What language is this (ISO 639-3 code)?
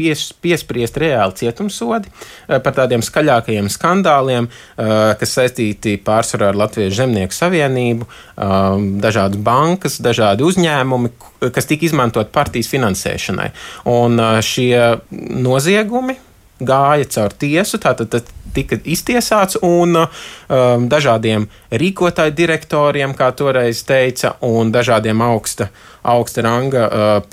lav